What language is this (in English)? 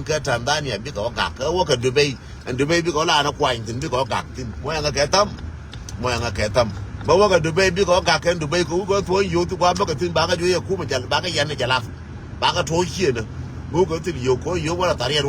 Nuer